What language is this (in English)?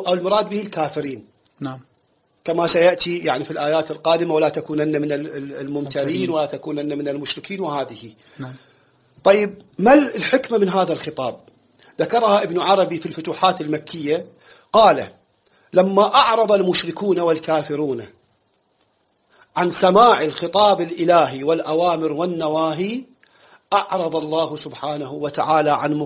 Arabic